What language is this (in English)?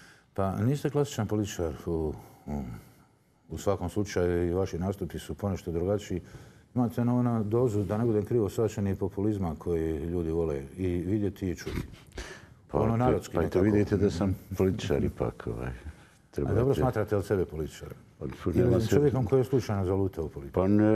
Bosnian